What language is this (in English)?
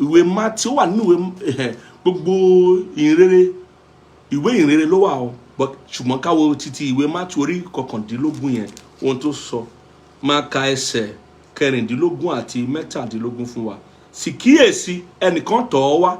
Yoruba